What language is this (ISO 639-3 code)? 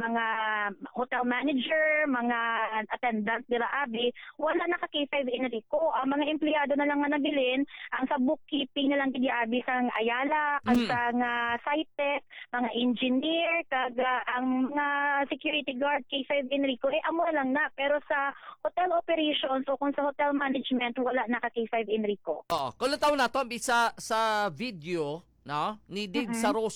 hil